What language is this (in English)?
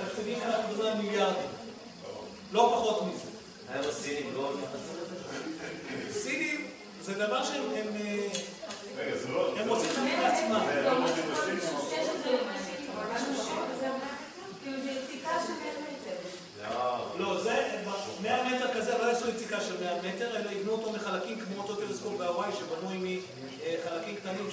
Hebrew